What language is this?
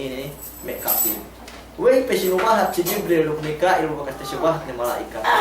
Yakan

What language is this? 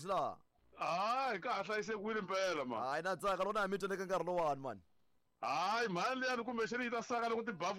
Tsonga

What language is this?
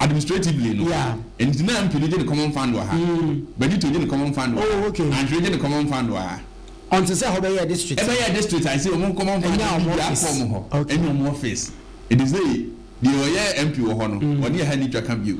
Akan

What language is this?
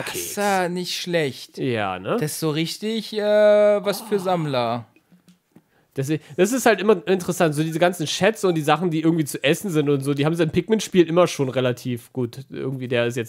German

